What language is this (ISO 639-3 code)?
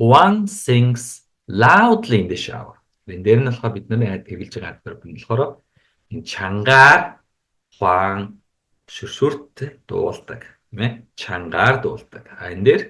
mon